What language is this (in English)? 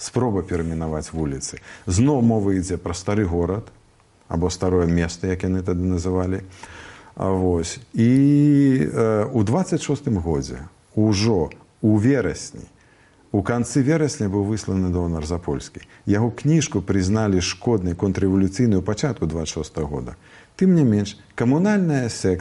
Belarusian